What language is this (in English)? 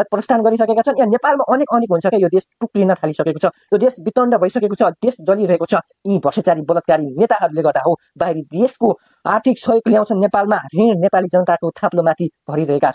Nepali